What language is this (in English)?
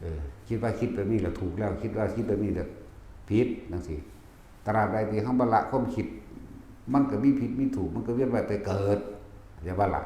Northeastern Thai